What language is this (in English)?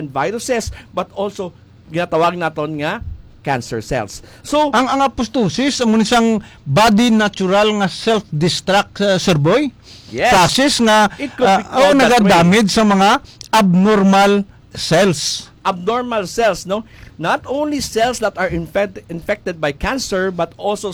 Hiligaynon